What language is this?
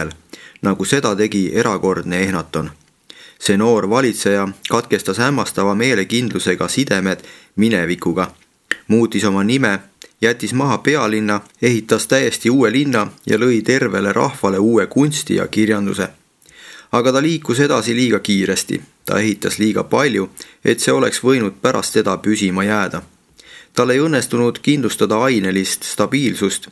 Estonian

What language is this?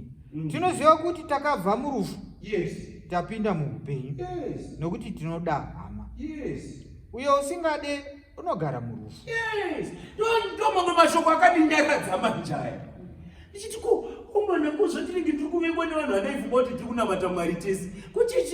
Shona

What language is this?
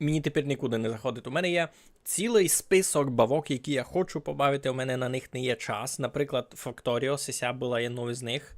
Rusyn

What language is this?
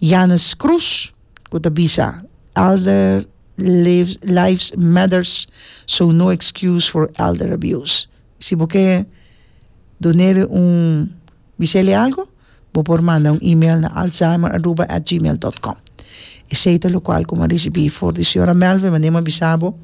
Papiamento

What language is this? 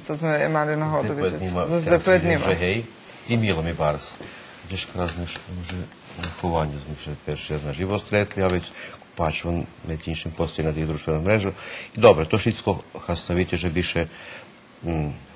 Rusyn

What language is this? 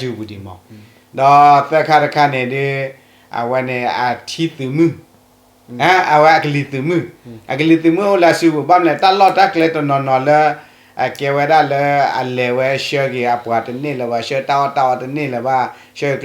S'gaw Karen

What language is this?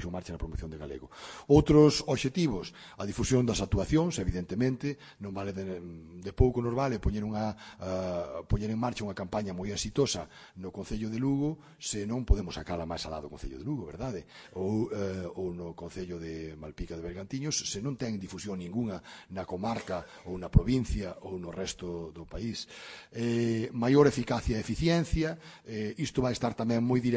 Galician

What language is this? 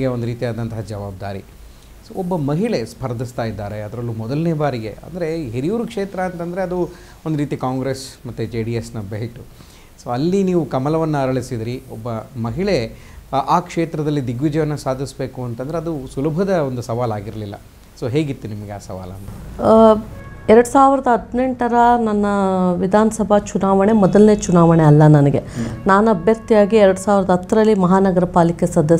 Kannada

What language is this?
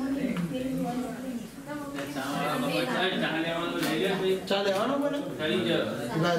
Gujarati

